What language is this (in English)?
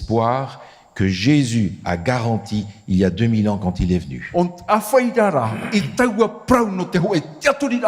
Tahitian